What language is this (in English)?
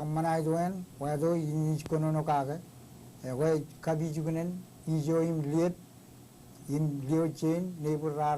Marshallese